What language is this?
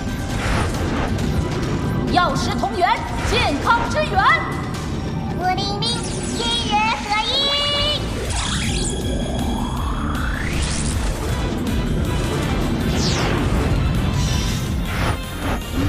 Chinese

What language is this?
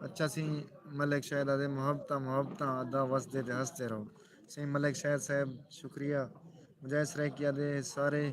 Saraiki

